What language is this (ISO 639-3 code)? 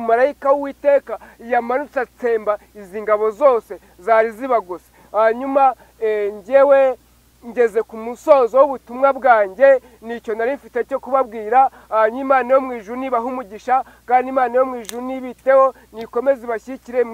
kin